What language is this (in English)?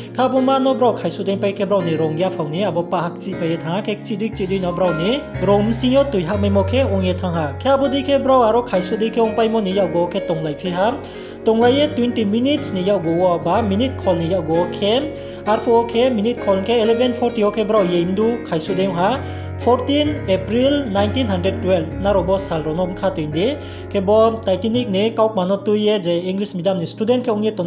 Riang (India)